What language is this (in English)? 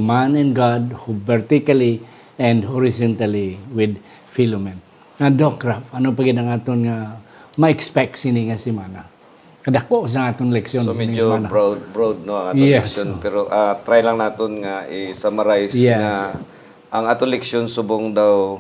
Hiligaynon